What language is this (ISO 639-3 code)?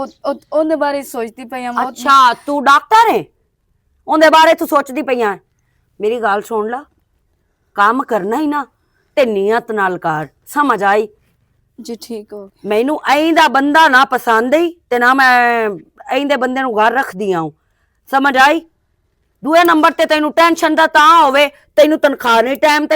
lah